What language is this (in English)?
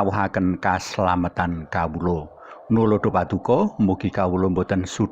Javanese